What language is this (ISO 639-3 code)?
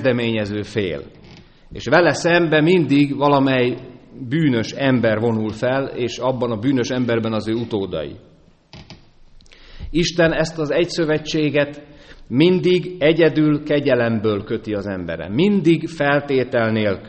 hun